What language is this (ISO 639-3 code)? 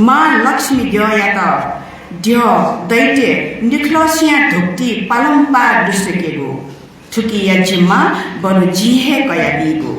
new